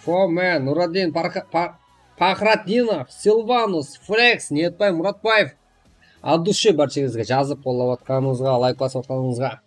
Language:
Kara-Kalpak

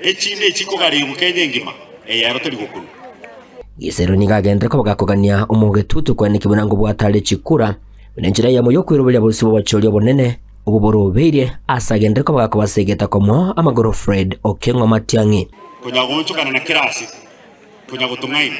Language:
Gusii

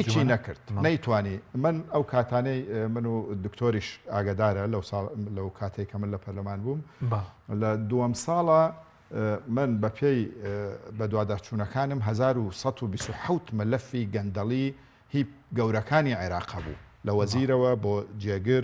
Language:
Central Kurdish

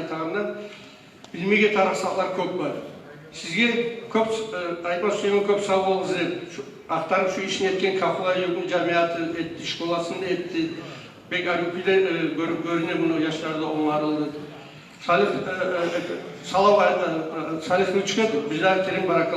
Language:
Kumyk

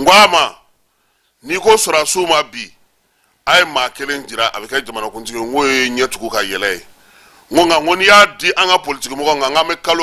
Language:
Bambara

